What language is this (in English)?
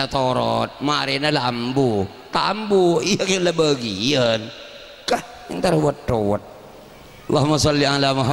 Madurese